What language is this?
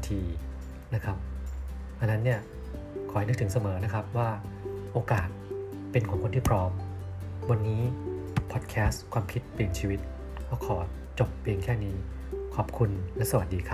Thai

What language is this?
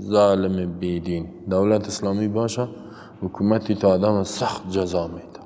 Persian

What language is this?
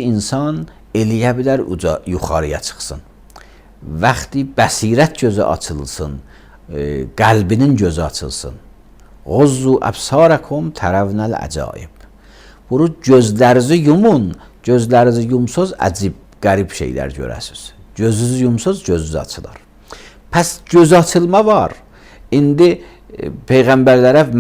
Azerbaijani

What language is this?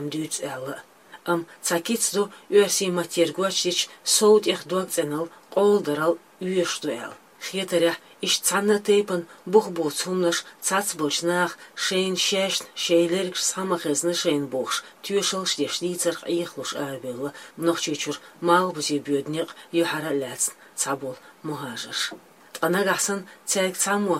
Chechen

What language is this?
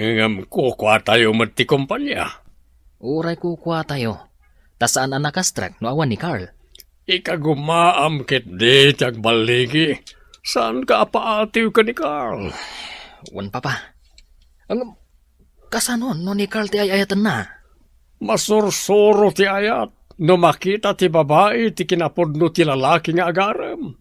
Iloko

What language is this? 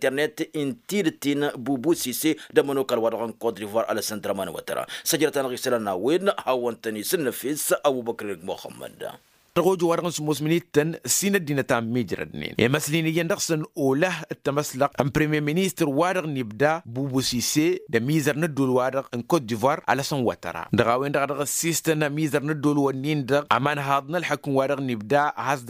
Tamasheq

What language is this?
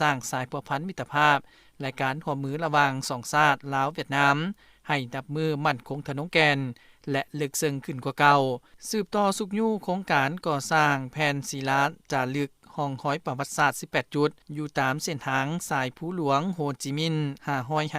Lao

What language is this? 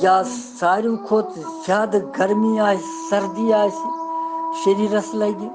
Kashmiri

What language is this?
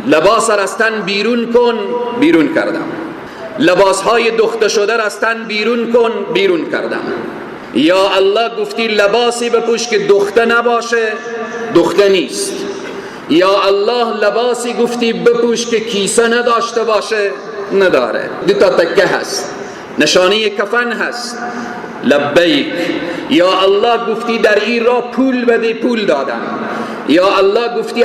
Persian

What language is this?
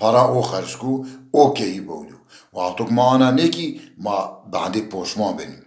Zaza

